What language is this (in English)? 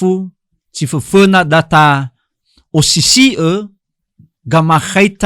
Nias